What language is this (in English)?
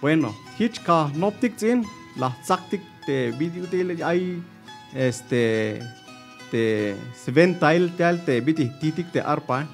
Tzeltal